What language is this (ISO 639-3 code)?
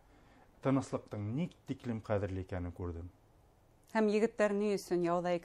bak